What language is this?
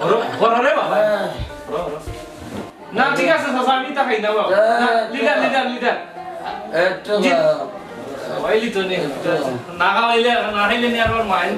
Sylheti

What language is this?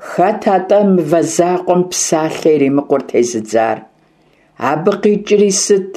Kabardian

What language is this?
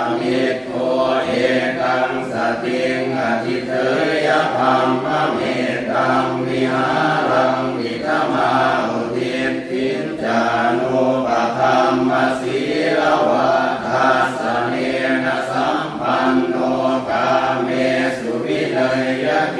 Pali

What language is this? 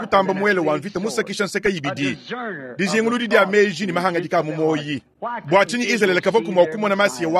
Luba-Lulua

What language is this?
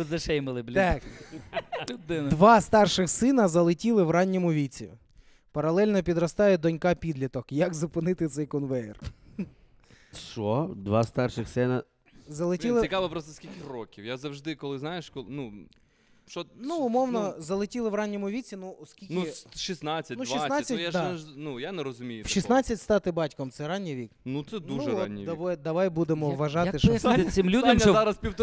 Ukrainian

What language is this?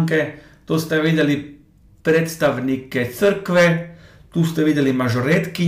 Croatian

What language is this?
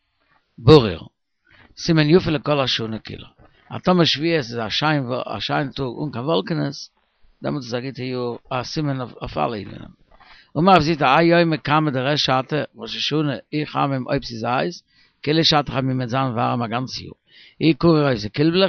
Yiddish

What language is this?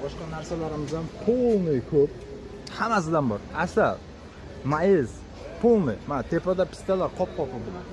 Uzbek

